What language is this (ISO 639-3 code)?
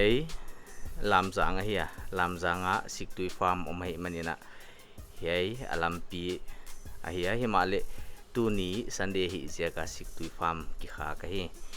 pck